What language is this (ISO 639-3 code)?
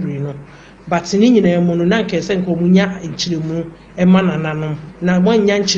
aka